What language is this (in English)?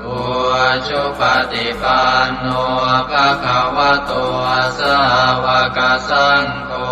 Pali